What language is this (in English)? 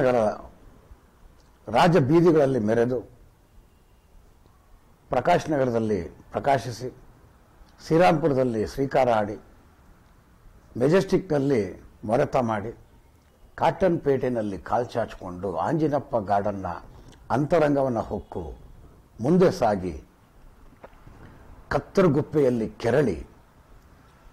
Kannada